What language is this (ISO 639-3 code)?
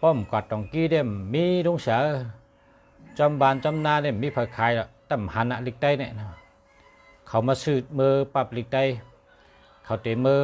shn